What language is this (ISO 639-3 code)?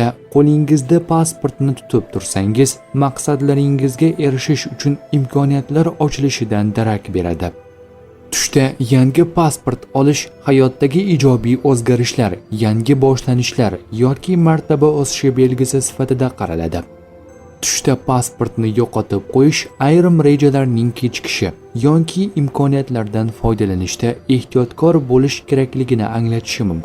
uzb